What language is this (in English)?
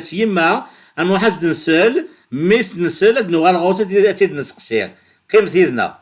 Kabyle